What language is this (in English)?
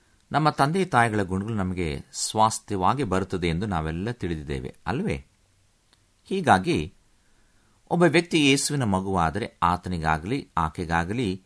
Kannada